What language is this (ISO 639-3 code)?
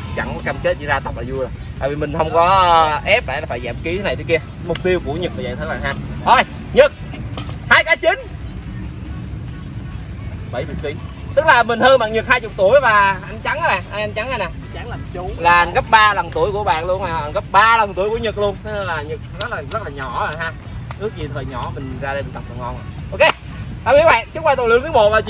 vie